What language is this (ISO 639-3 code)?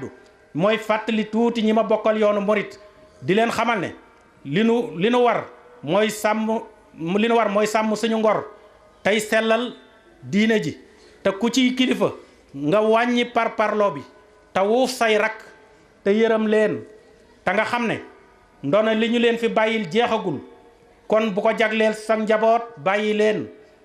wol